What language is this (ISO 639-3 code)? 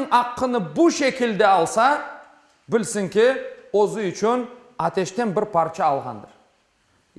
crh